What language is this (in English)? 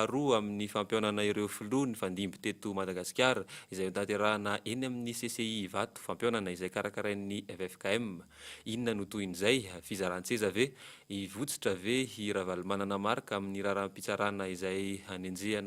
Malagasy